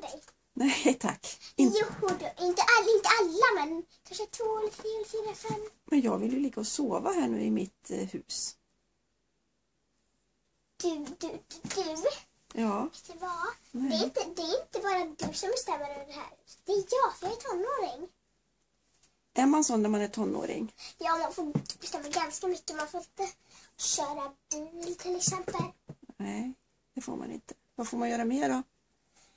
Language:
Swedish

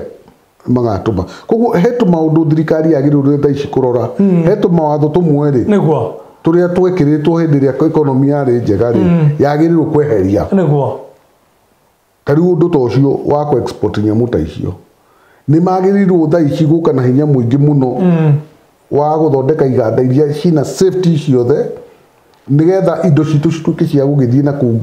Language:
Kikuyu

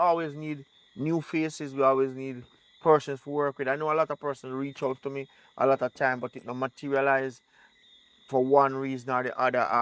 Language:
Jamaican Creole English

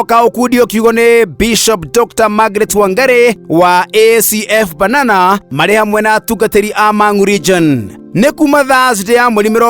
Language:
Kikuyu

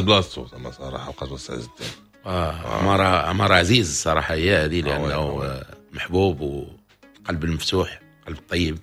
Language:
Moroccan Arabic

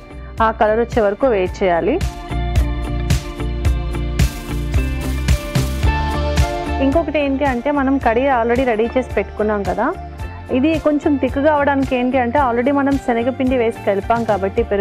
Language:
Telugu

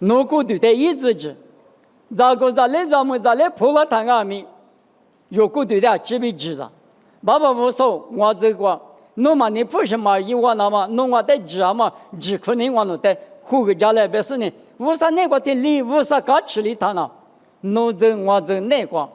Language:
Lisu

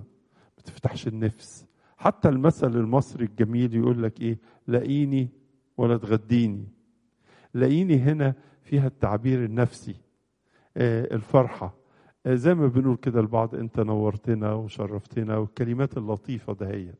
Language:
Egyptian Arabic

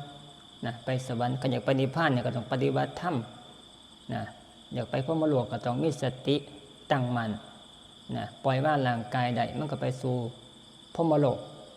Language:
Northeastern Thai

